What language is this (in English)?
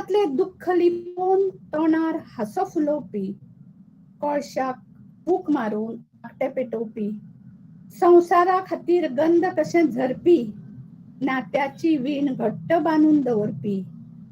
Konkani